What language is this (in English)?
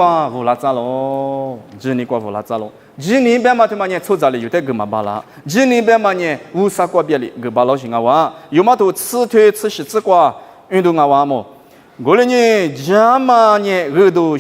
Lisu